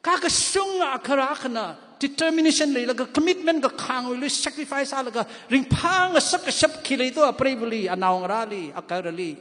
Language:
Tangkhul Naga (India)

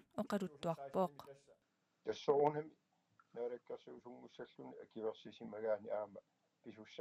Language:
Kalaallisut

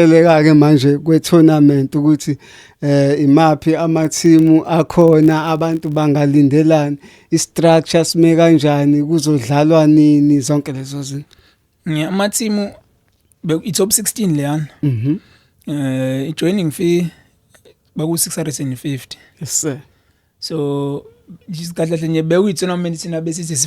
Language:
Zulu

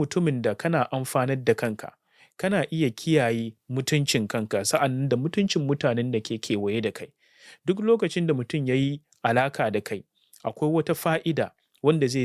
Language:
Hausa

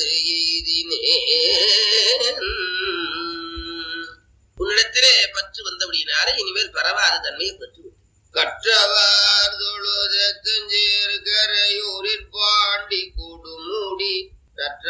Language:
Tamil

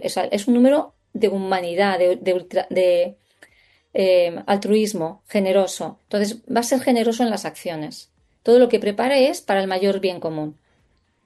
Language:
Spanish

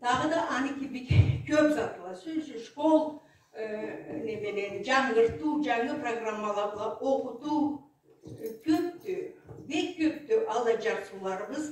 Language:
Karachay-Balkar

